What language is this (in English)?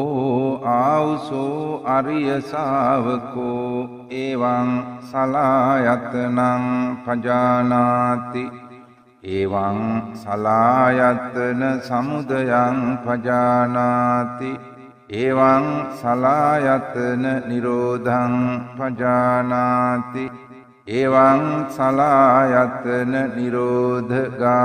Sinhala